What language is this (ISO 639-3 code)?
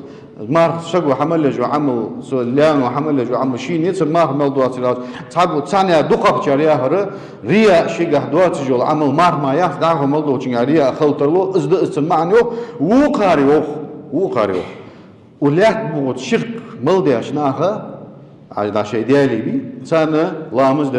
inh